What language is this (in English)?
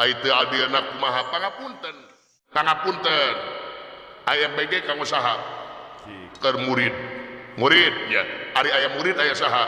Sundanese